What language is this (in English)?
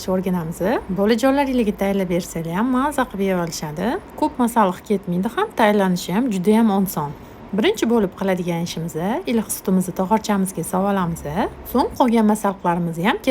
Uzbek